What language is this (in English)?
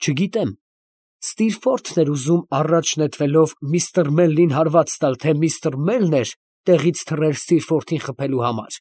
Armenian